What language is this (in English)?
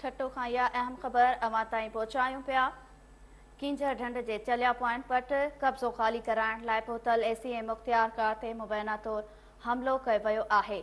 Sindhi